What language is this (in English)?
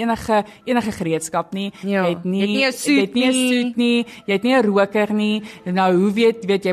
Afrikaans